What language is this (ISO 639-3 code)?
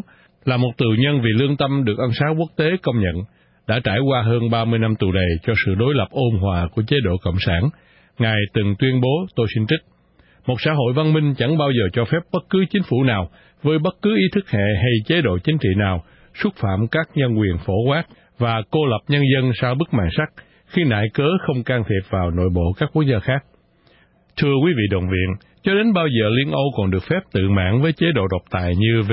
vie